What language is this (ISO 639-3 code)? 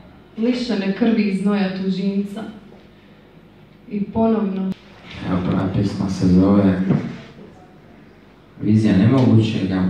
hrv